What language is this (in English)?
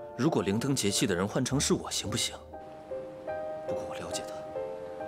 Chinese